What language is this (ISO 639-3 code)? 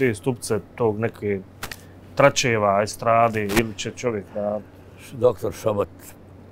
bos